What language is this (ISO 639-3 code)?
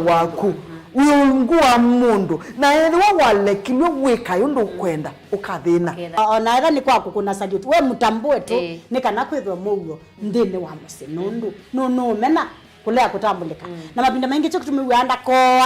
kam